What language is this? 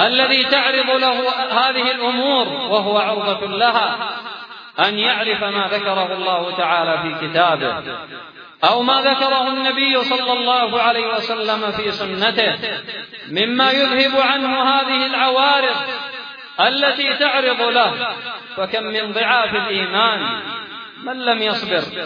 Arabic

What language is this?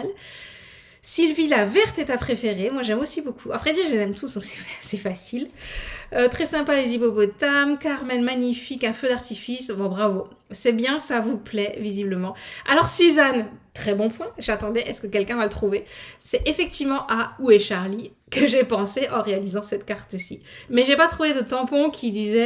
French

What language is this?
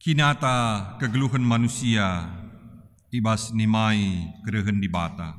Batak Karo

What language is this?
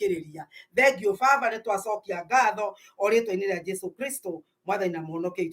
Kikuyu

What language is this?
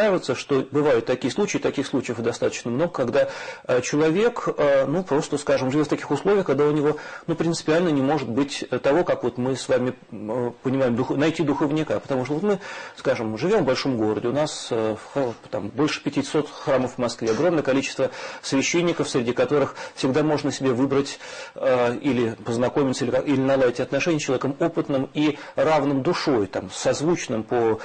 Russian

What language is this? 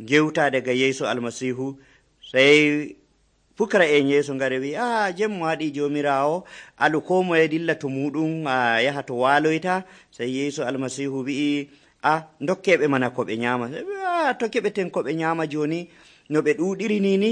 Nigerian Fulfulde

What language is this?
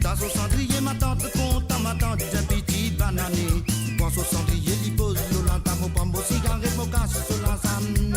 Morisyen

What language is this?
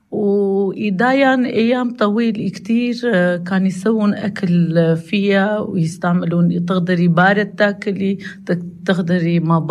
North Levantine Arabic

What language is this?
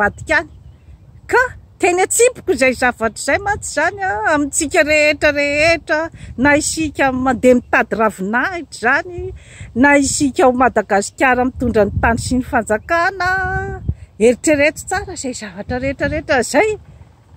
Malagasy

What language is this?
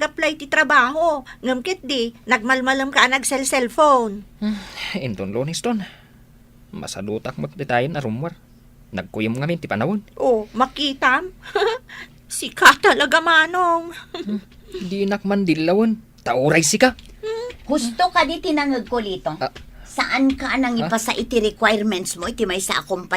Iloko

